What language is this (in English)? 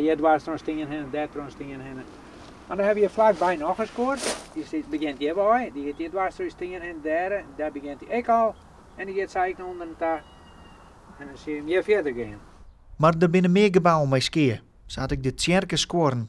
Western Frisian